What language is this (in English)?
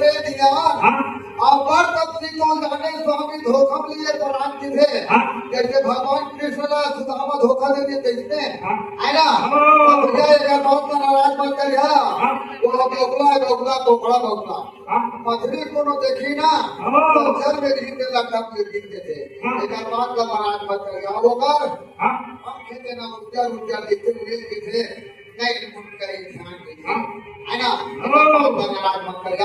Chhattisgarhi